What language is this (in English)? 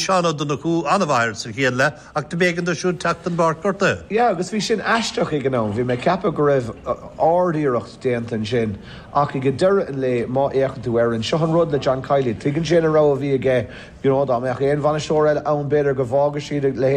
Irish